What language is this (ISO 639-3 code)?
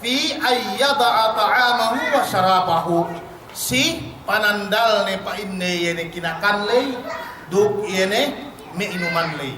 yka